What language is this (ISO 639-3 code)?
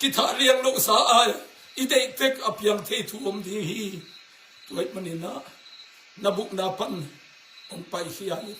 ctd